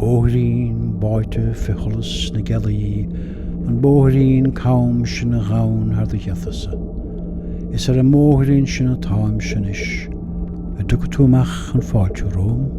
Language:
Irish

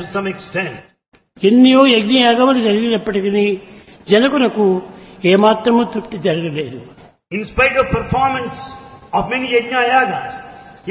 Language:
Telugu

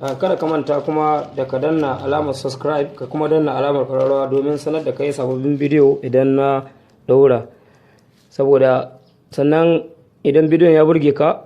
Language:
Hausa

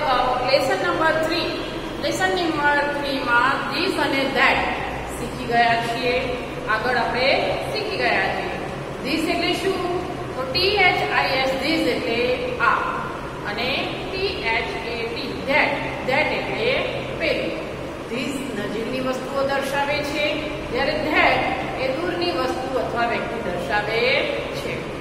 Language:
Gujarati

